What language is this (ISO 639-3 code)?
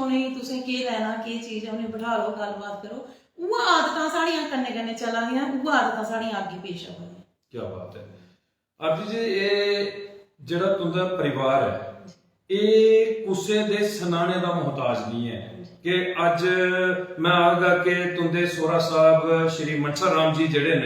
doi